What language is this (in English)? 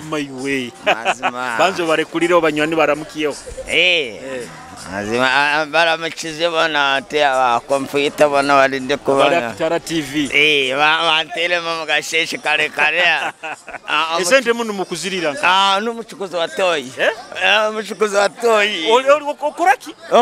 Nyoro